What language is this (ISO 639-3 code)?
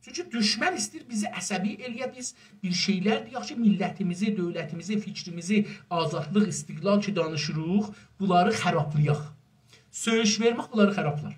azb